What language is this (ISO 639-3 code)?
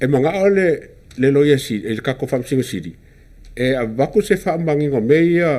smo